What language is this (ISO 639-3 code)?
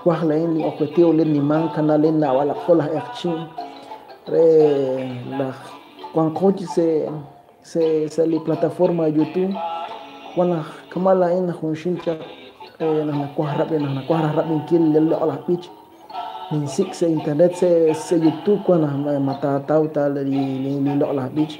kek